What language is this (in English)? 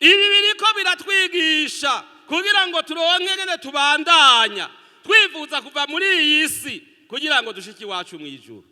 Rundi